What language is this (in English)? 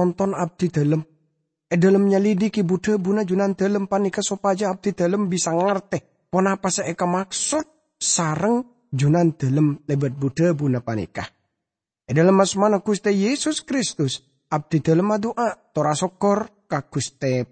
Madurese